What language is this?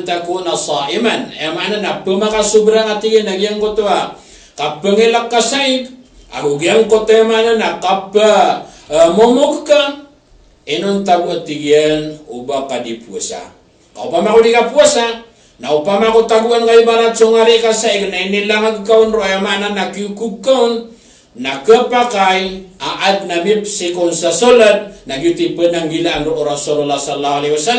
Maranao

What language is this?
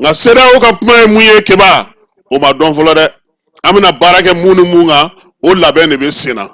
Bambara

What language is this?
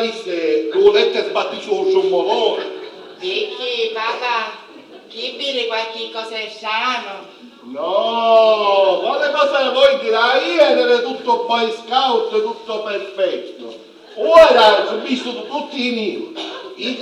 Sicilian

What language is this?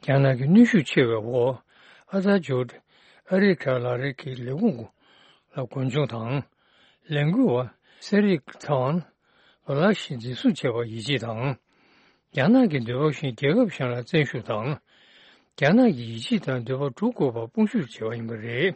Tibetan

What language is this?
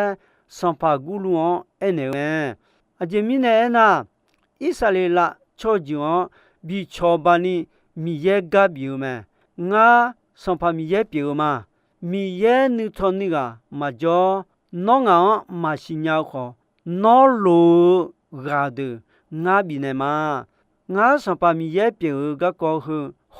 Akha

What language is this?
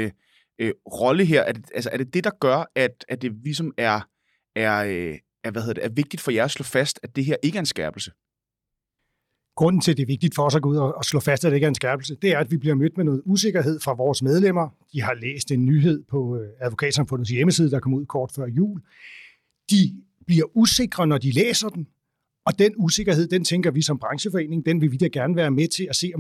Danish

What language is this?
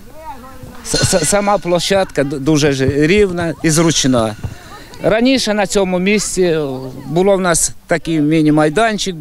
Ukrainian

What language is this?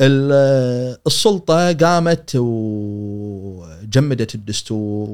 Gulf Arabic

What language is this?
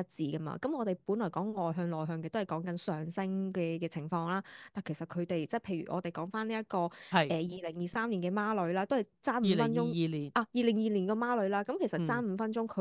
Cantonese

